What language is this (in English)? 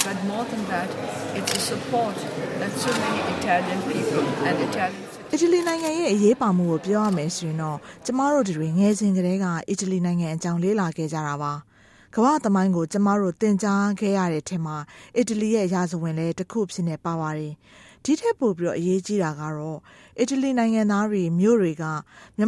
Burmese